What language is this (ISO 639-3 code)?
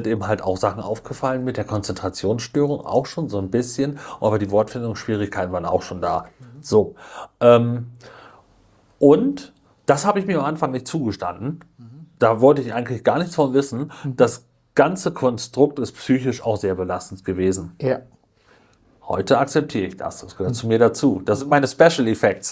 deu